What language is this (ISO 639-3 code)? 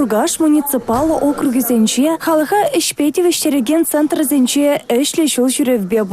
chv